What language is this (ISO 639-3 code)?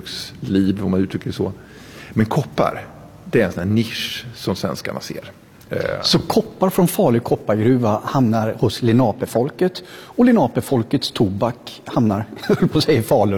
swe